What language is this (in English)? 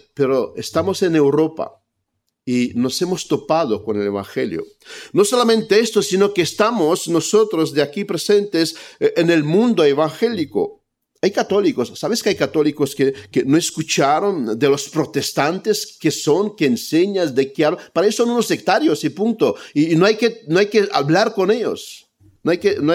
Spanish